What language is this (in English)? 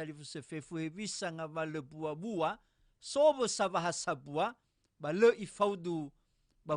Nias